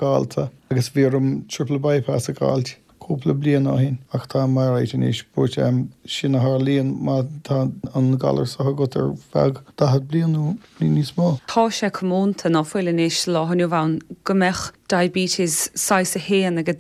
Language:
Irish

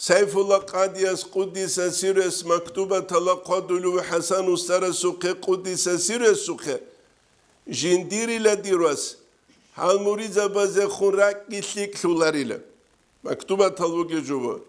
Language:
Avaric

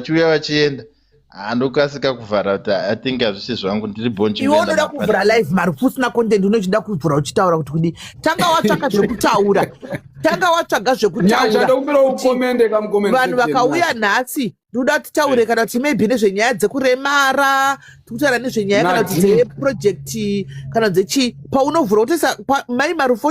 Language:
Shona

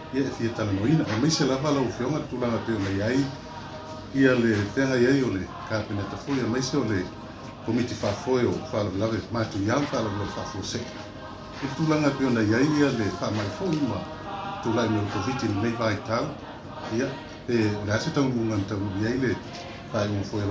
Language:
Samoan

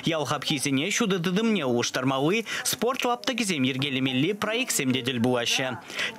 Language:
Chuvash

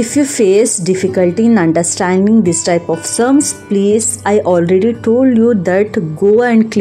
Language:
English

